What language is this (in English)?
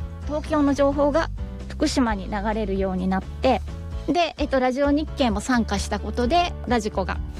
Japanese